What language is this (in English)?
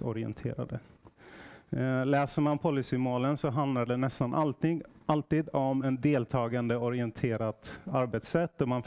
Swedish